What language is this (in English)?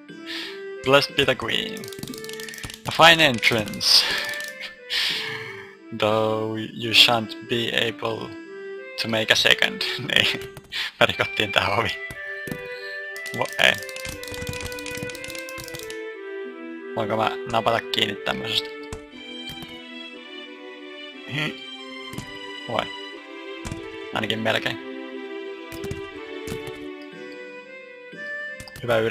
Finnish